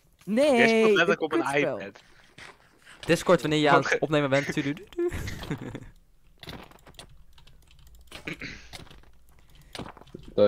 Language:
Dutch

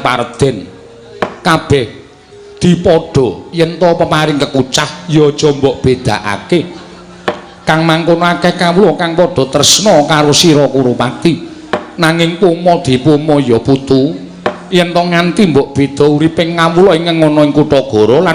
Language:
Javanese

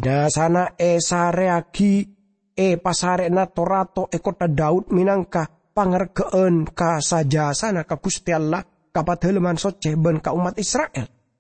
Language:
Madurese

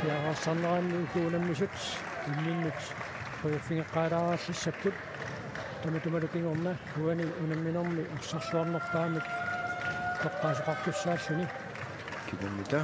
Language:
Kalaallisut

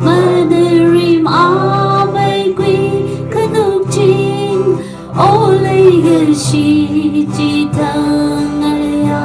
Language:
Tangkhul Naga (India)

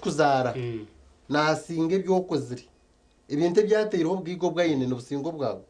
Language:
Nyankole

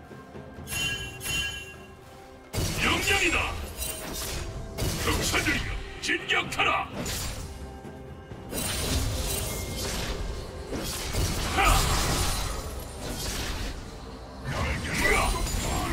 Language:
Korean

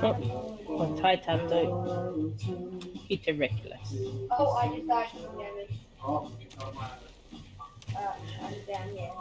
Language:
Māori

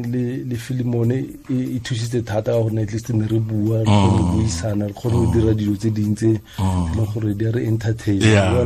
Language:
Tswana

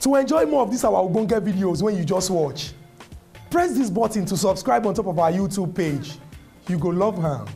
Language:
Nigerian Pidgin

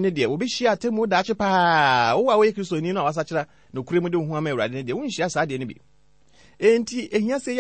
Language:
Akan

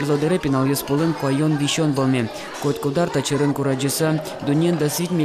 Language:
Udmurt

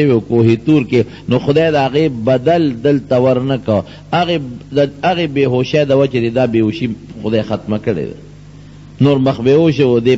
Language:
Pashto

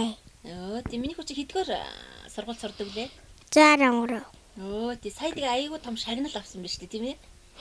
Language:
Mongolian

